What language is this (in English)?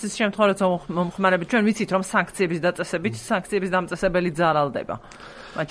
Georgian